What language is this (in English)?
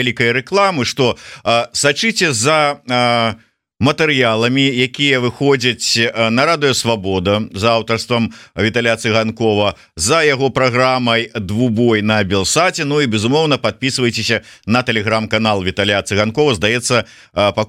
Belarusian